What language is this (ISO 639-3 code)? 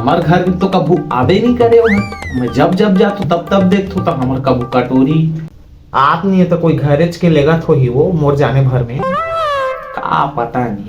hne